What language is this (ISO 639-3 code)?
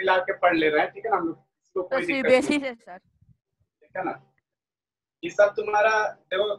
hin